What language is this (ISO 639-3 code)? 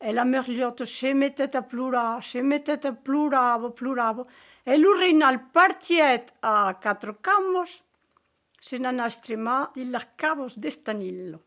oci